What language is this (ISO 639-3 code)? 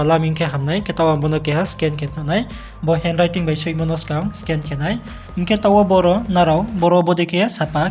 ria